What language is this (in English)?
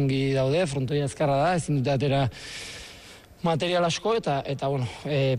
Basque